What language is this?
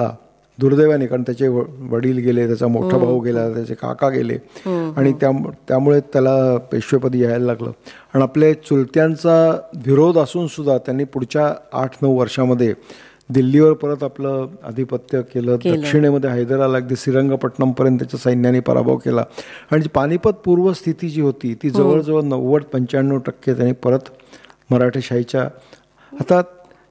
Marathi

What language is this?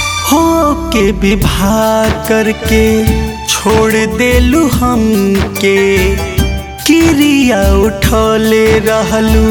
Bhojpuri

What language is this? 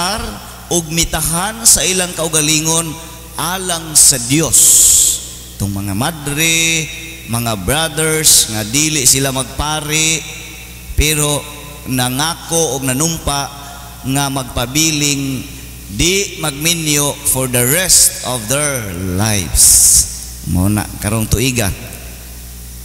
Cebuano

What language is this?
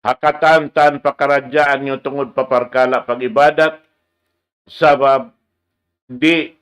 Tausug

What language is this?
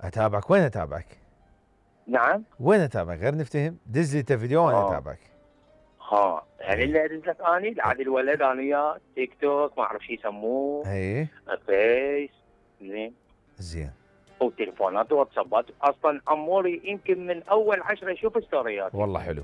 Mesopotamian Arabic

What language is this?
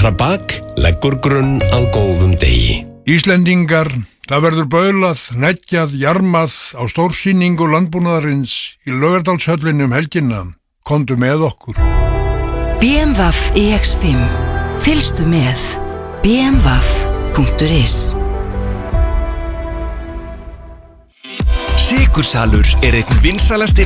Icelandic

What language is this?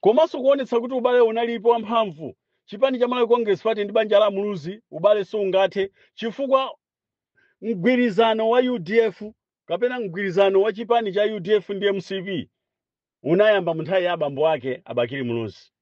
Nyanja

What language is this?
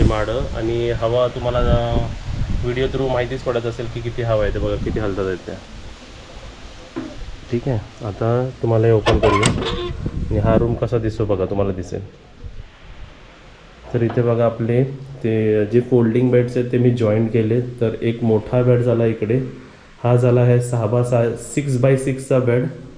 Marathi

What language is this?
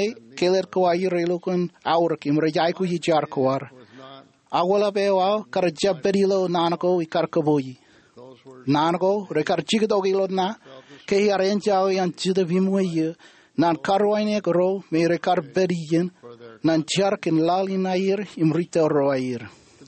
Marshallese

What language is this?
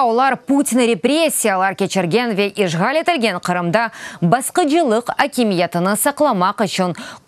Crimean Tatar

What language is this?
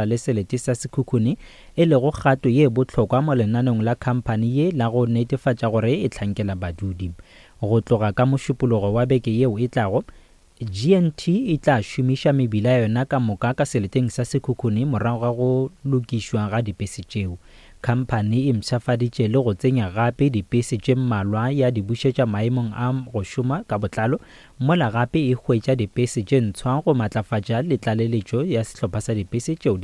Northern Sotho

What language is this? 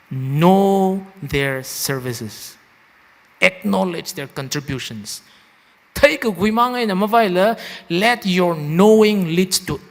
Tangkhul Naga (India)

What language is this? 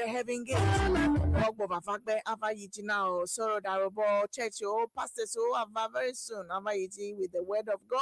Ewe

